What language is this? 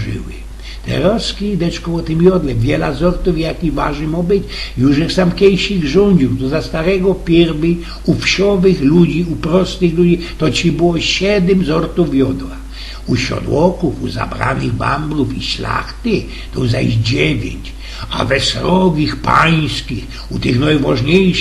Silesian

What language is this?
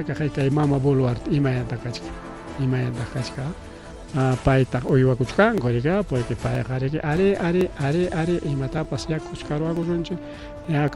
Ayacucho Quechua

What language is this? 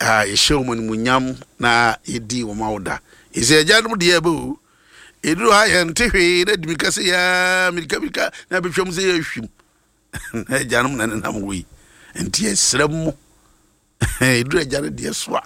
Akan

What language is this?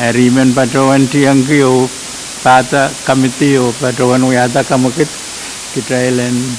Pohnpeian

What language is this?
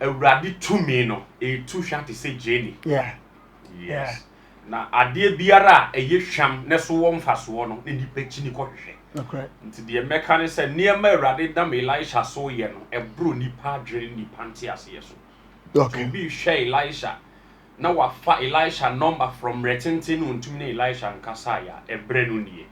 Akan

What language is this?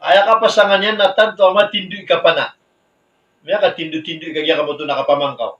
Maranao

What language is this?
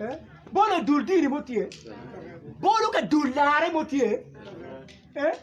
Acoli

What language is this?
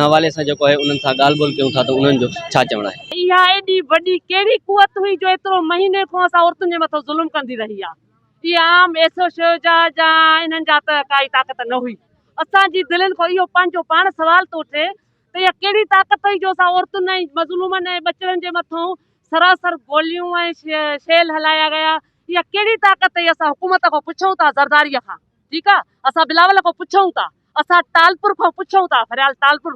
Sindhi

